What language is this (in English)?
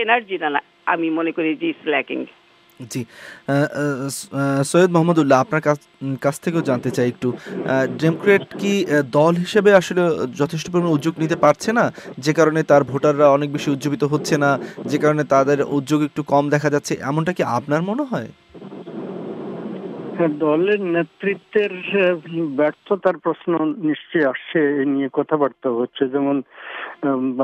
Bangla